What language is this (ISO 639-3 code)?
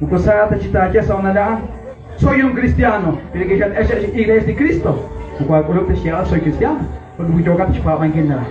kek